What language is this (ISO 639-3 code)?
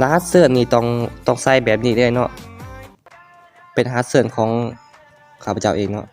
lao